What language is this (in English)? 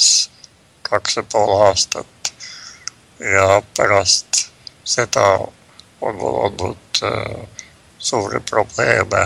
Estonian